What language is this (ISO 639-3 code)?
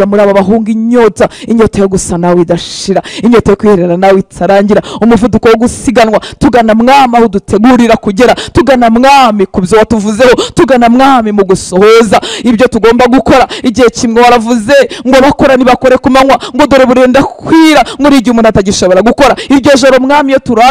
kin